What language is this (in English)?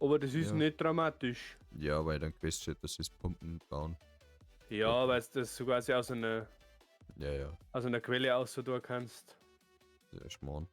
Bavarian